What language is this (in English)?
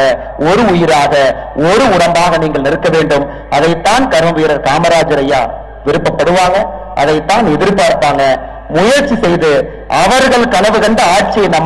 Tamil